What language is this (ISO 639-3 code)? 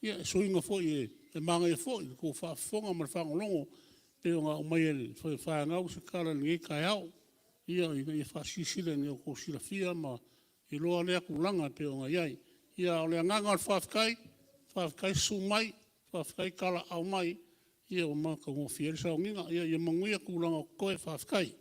smo